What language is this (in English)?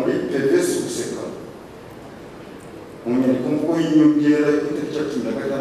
Kinyarwanda